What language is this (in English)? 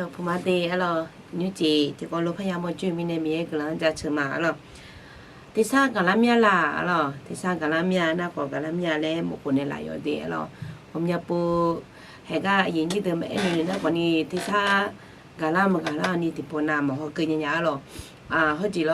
Akha